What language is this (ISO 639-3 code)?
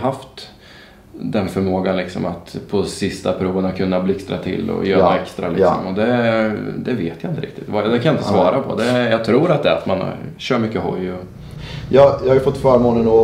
swe